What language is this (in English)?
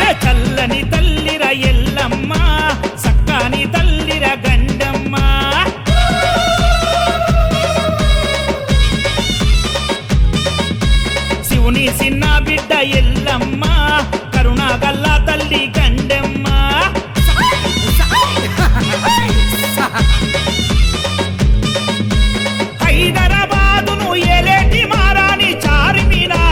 Telugu